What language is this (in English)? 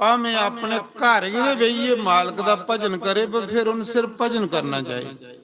Dogri